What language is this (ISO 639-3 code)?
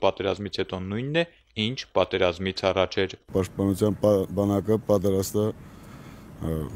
hye